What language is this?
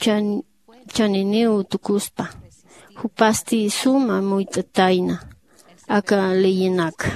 Aymara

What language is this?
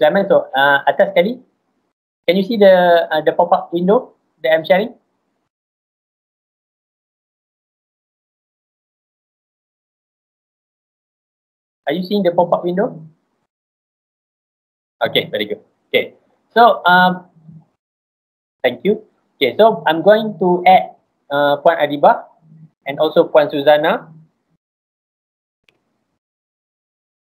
English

